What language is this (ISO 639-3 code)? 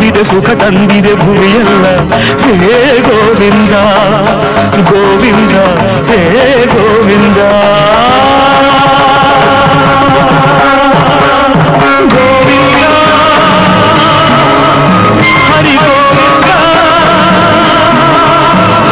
kan